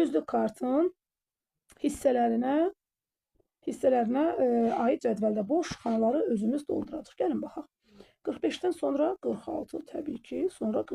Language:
Azerbaijani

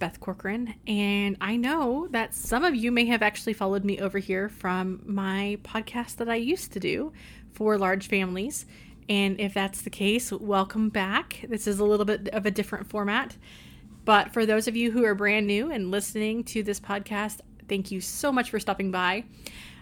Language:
English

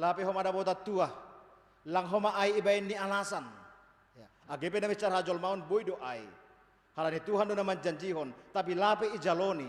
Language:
Batak Simalungun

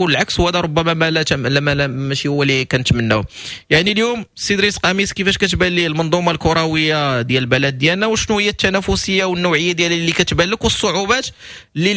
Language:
Moroccan Arabic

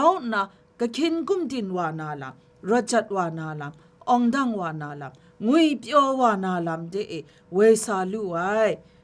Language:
Kachin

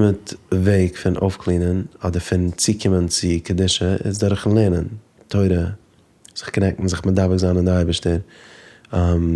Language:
Yiddish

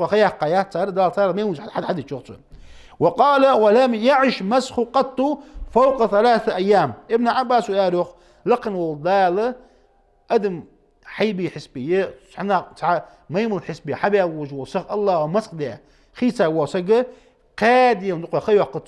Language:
Ingush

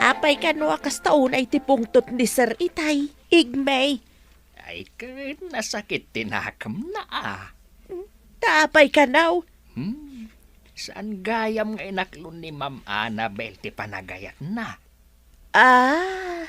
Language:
Iloko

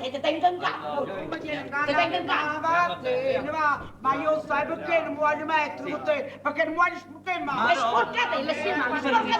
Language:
Neapolitan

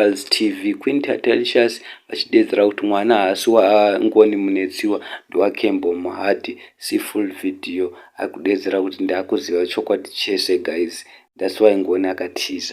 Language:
Shona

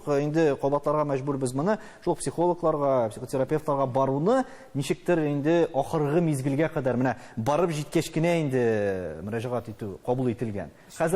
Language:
Tatar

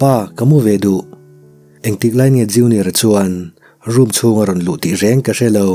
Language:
Mizo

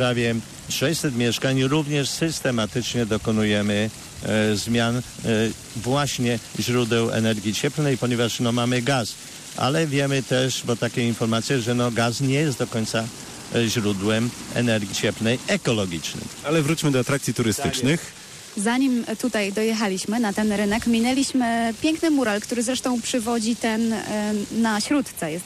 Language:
Polish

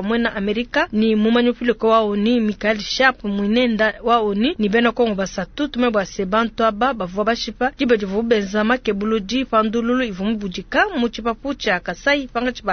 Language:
Luba-Lulua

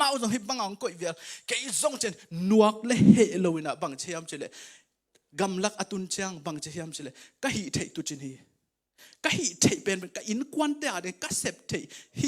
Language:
Tedim Chin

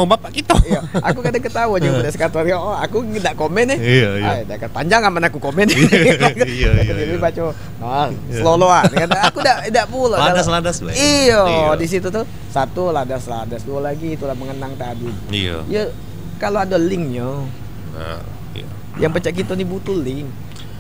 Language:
Musi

